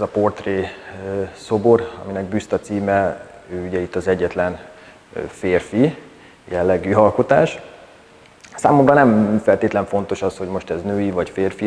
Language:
Hungarian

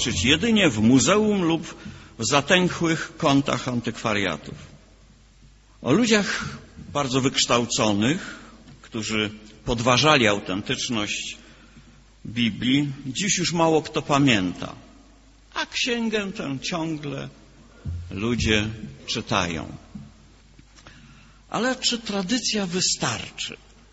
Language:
Polish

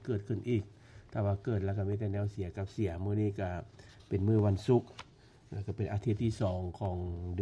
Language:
Lao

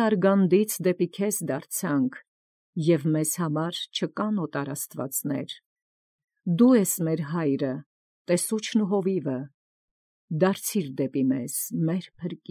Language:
Armenian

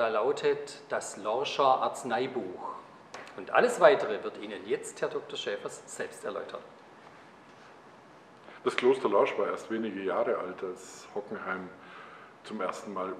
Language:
German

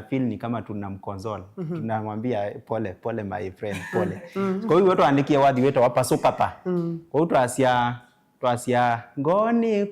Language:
Kamba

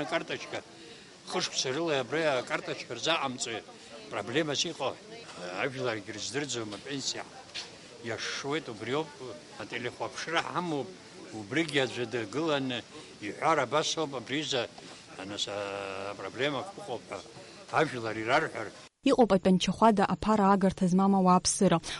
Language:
Abkhazian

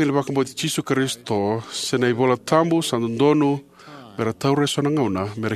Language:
Fijian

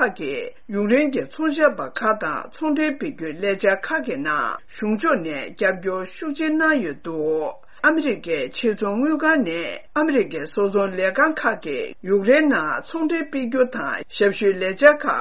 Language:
Tibetan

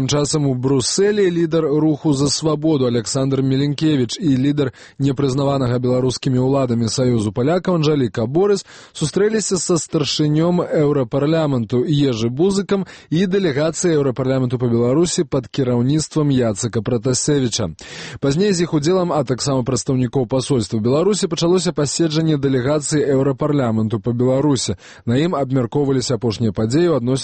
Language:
Belarusian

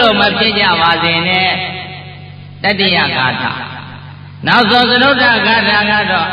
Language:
Burmese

